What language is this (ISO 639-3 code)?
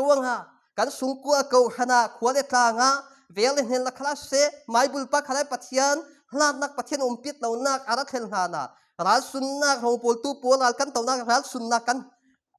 cfm